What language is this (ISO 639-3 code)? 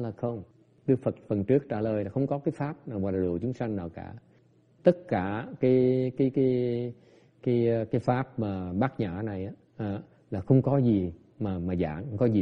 vie